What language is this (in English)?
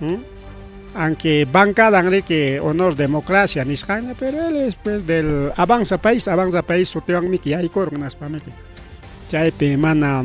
Ayacucho Quechua